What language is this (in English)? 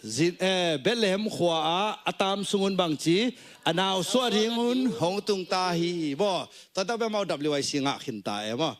Tedim Chin